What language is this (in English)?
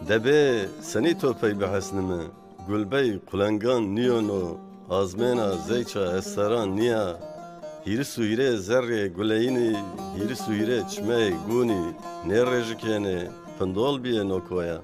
Zaza